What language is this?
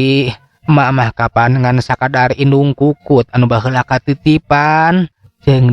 Sundanese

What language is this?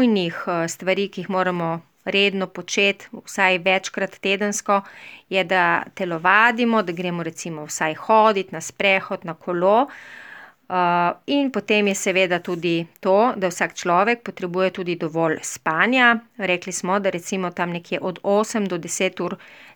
Slovenian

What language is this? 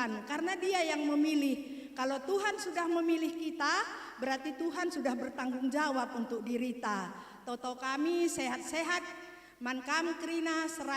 Batak Karo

